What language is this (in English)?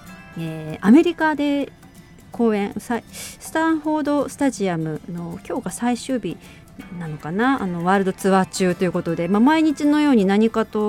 Japanese